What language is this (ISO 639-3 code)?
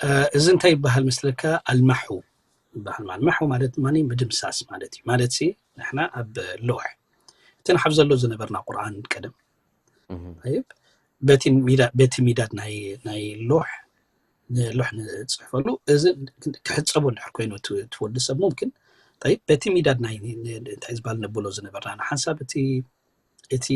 tir